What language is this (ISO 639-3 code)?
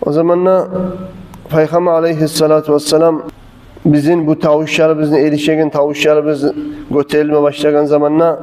kum